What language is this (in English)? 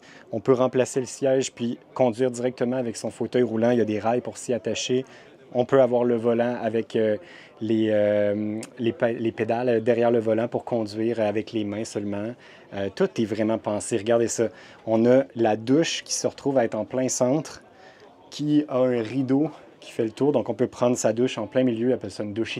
French